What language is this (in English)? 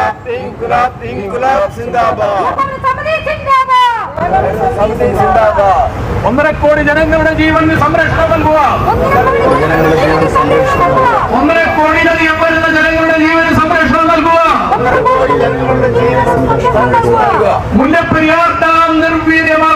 Malayalam